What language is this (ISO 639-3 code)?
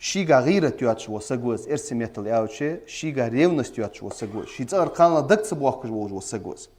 inh